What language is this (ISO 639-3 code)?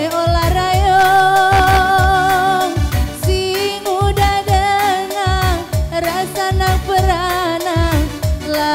btx